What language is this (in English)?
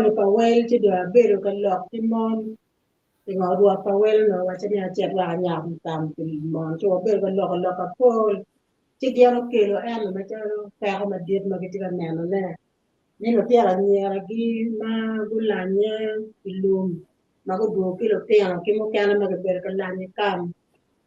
Acoli